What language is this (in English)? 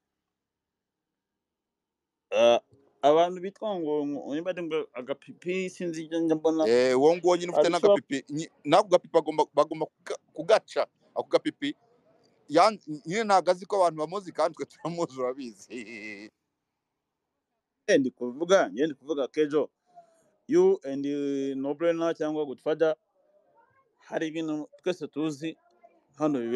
Kinyarwanda